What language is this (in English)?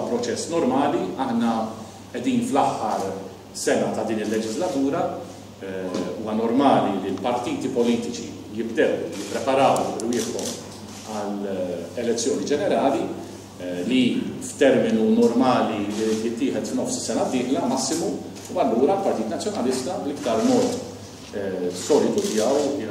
Maltese